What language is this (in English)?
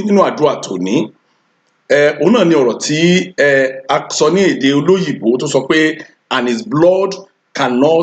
Yoruba